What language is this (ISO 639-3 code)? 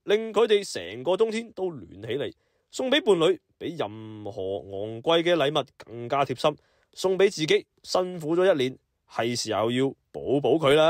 yue